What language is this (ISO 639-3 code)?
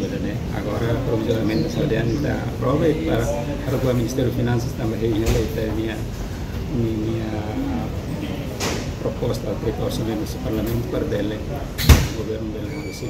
tet